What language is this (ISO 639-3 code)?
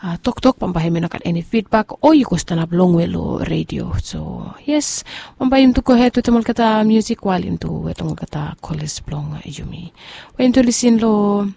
bis